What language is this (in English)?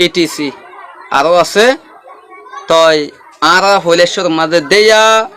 Rohingya